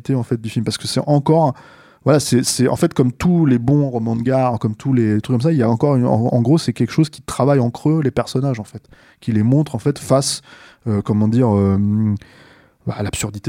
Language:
French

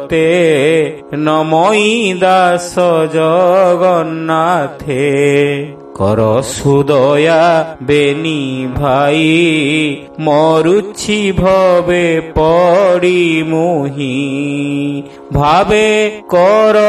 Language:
Odia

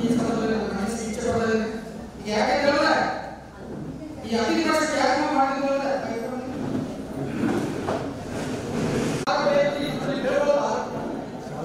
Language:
Kannada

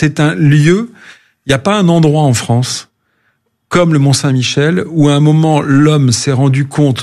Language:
French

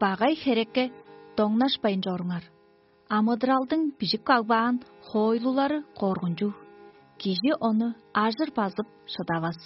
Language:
Tuvinian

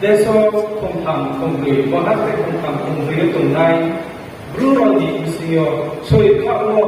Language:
Riang (India)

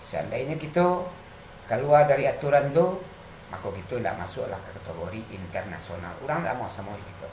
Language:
Minangkabau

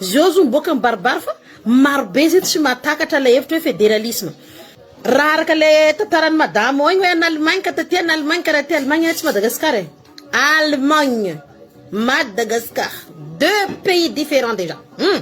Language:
Malagasy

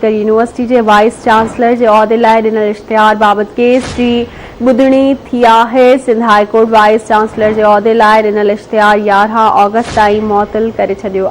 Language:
Sindhi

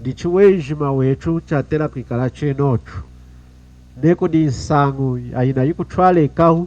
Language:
Lunda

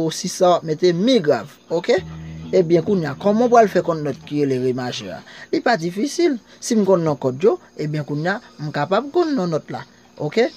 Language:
Haitian Creole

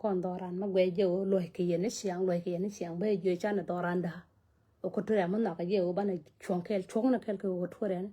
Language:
Nuer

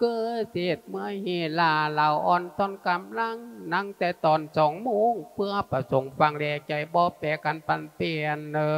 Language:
Lao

